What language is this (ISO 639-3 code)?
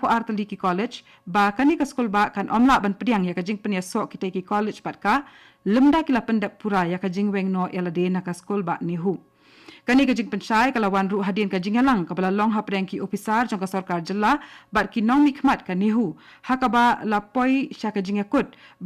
kha